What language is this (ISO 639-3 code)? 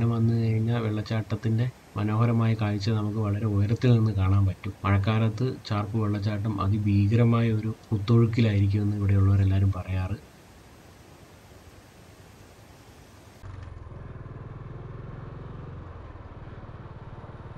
mal